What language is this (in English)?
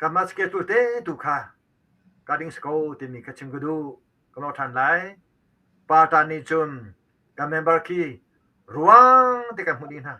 Hakha Chin